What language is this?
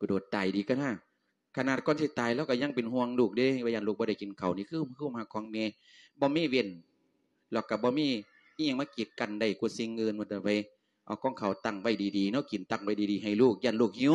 Lao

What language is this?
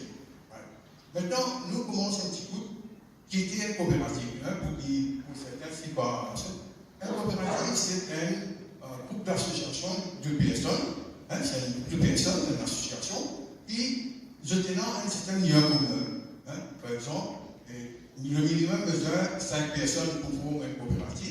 Morisyen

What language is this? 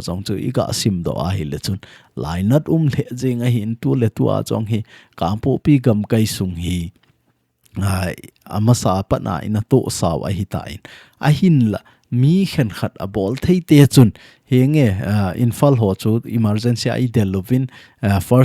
Thado Chin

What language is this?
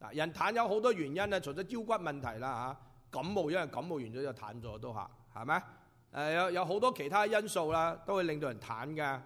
Cantonese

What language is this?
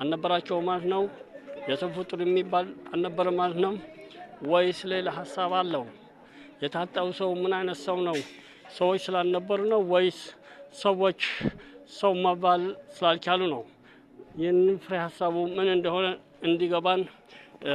Amharic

